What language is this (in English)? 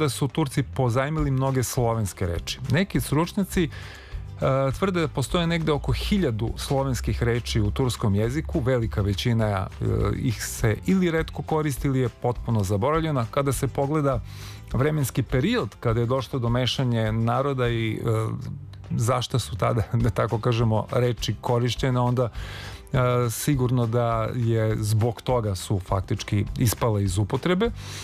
Serbian